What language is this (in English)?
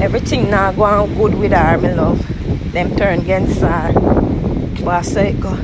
Jamaican Creole English